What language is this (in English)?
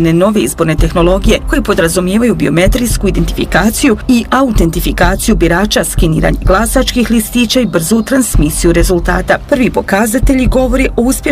Bosnian